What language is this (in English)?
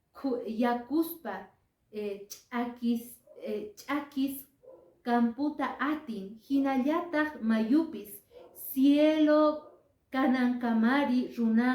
Quechua